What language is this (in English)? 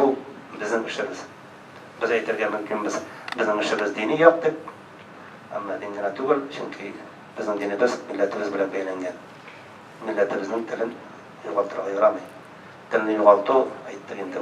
Tatar